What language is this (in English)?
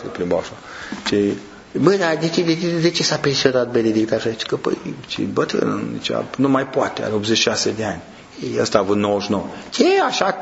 Romanian